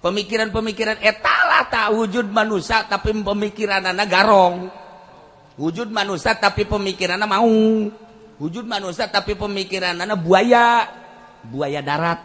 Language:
Sundanese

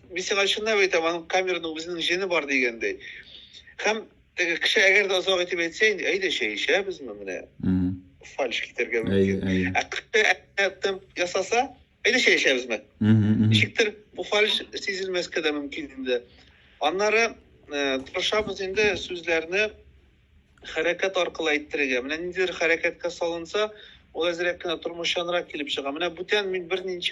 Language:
Tatar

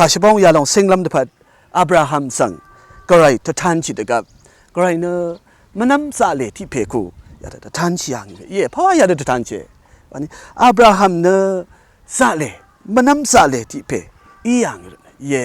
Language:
Rawang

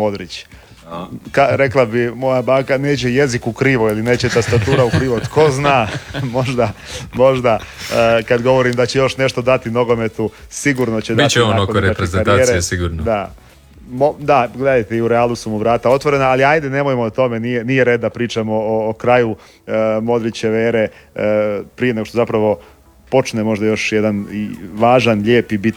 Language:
Croatian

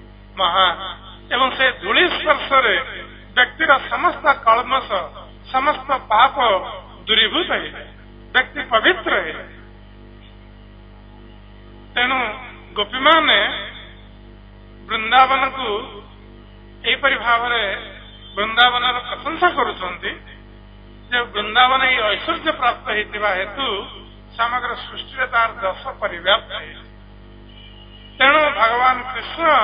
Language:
Odia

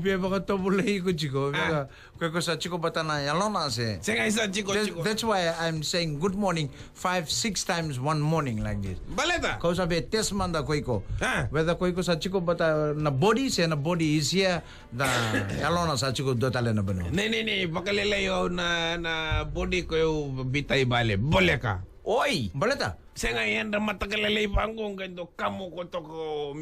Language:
Fijian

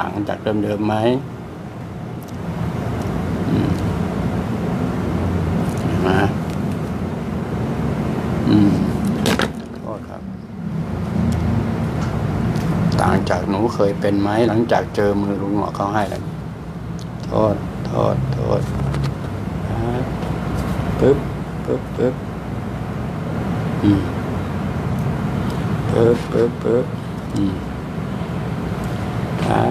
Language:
Thai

